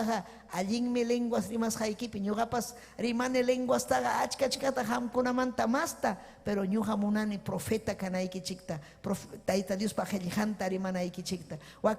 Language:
Ayacucho Quechua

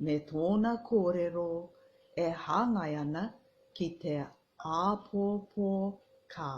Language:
Māori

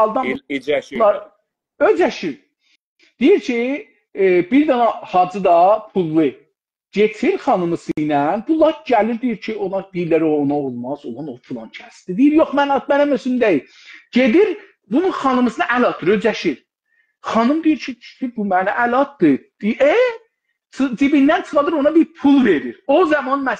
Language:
South Azerbaijani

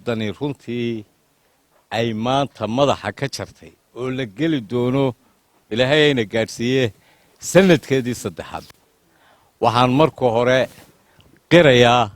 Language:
Somali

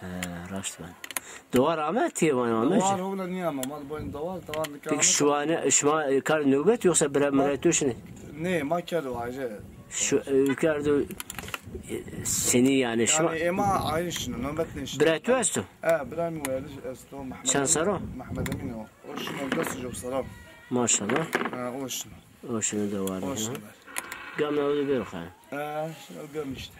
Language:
Zaza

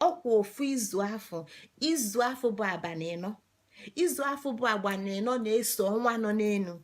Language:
Igbo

